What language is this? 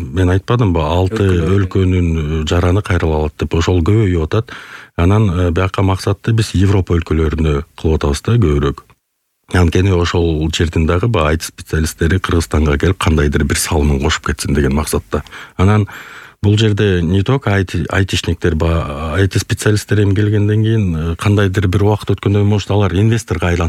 Kyrgyz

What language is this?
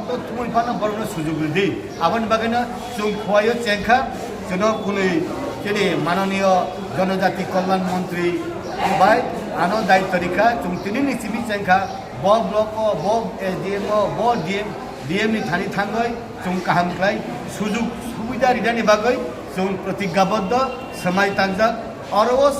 Kok Borok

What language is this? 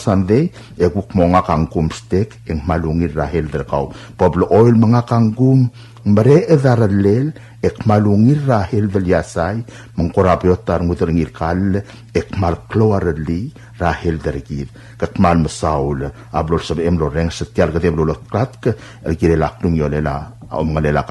Palauan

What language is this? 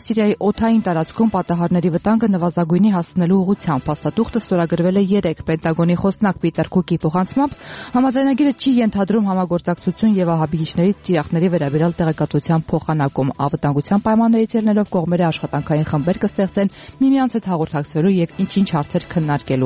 Armenian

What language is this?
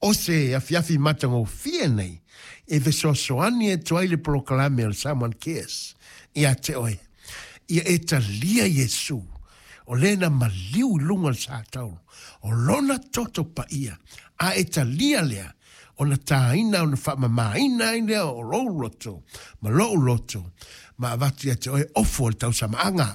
Samoan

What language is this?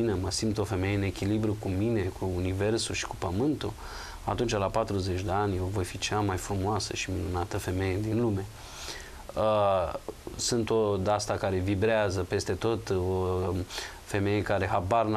Romanian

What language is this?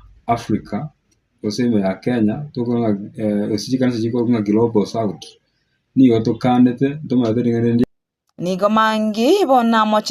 Gusii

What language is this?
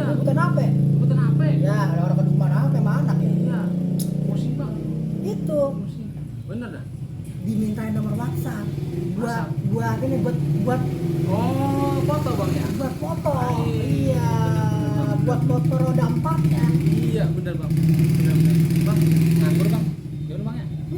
Betawi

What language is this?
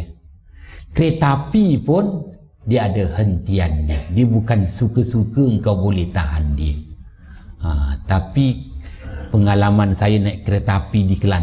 Malay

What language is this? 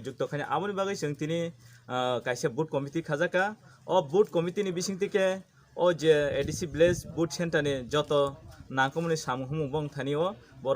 Kok Borok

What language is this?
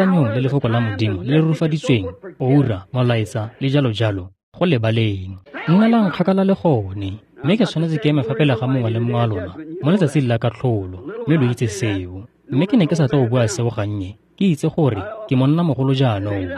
Tswana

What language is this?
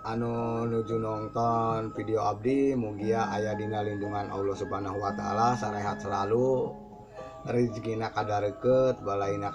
Sundanese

